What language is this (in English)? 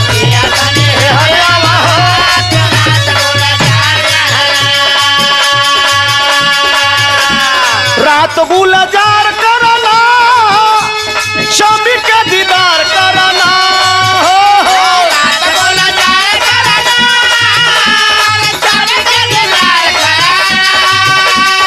Bhojpuri